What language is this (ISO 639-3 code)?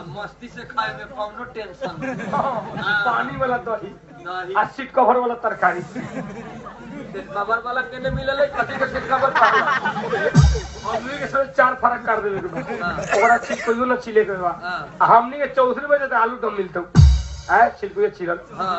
bho